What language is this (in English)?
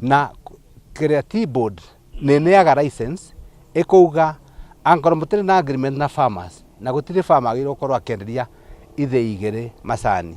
Kikuyu